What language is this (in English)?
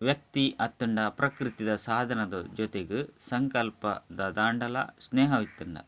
Tulu